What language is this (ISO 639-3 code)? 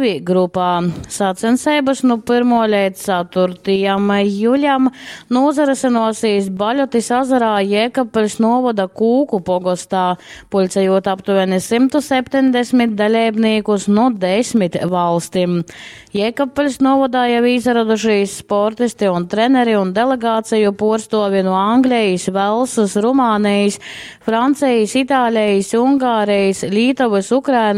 ltg